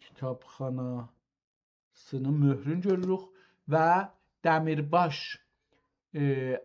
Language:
South Azerbaijani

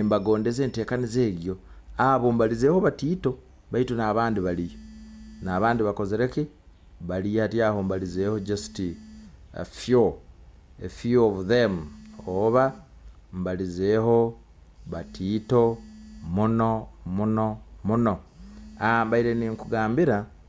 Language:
Nyoro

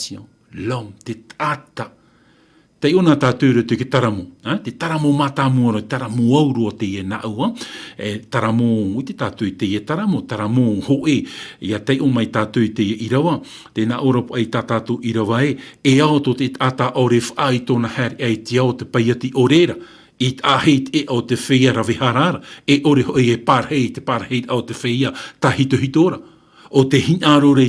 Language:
Tahitian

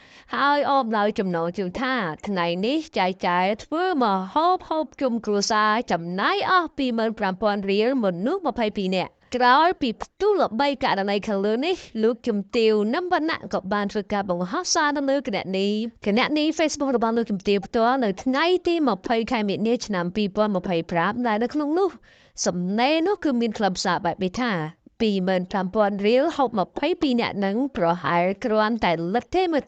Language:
Khmer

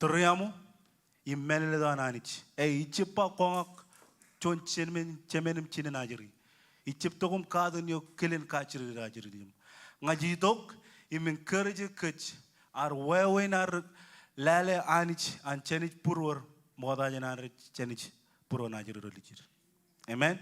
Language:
Marshallese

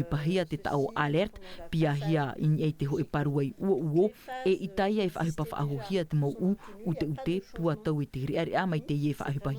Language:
Tahitian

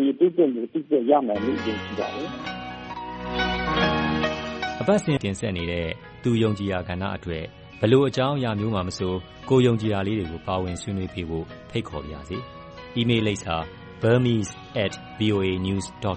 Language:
Burmese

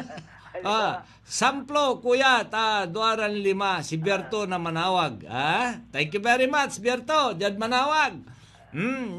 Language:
Pangasinan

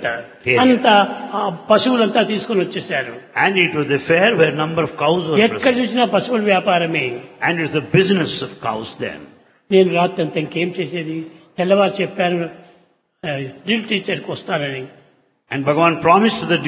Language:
Telugu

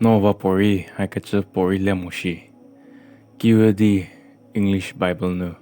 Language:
Angami Naga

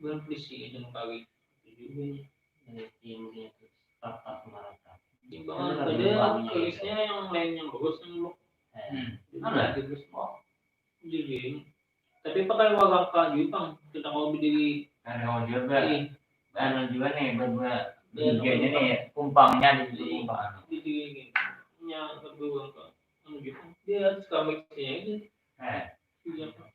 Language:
Banjar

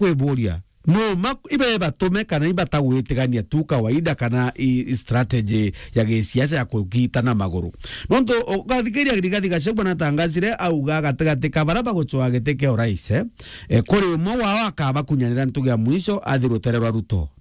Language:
Meru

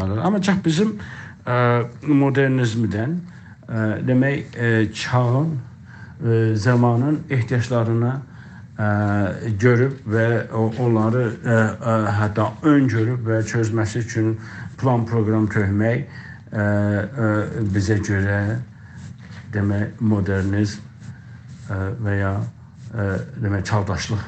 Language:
South Azerbaijani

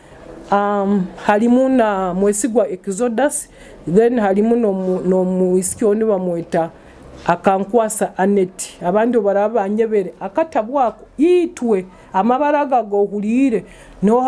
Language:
Nyoro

